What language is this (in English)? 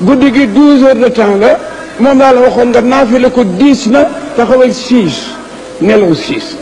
Wolof